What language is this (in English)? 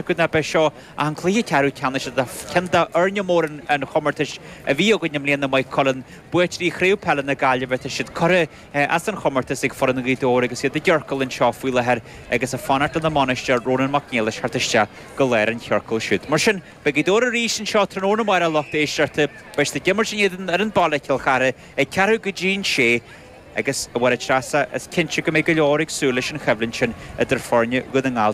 Irish